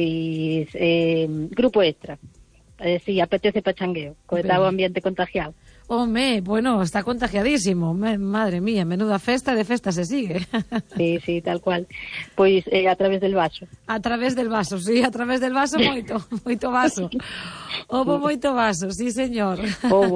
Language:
Galician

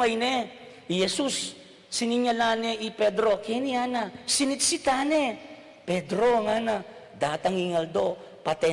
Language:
Pampanga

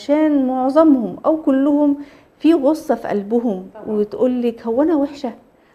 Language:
Egyptian Arabic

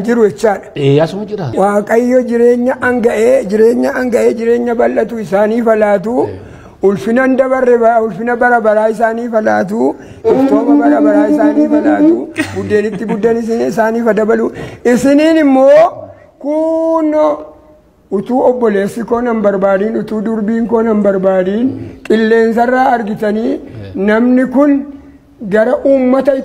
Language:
Oromo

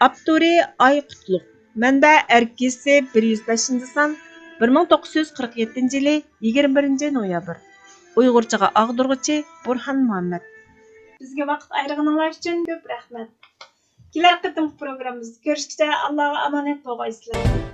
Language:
Uyghur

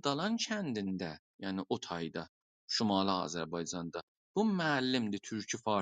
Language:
South Azerbaijani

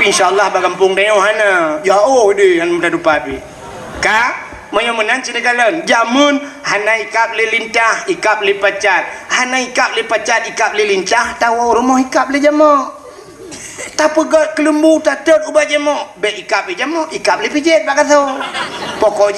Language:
Achinese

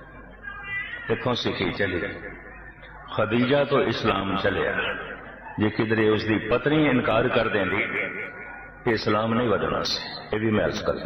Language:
Punjabi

